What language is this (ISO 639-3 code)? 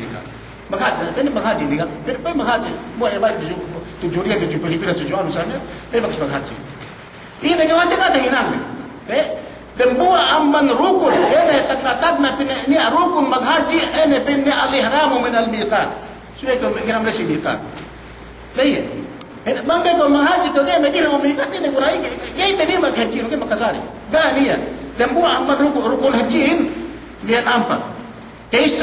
yka